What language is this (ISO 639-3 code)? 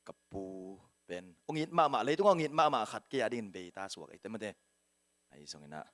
ctd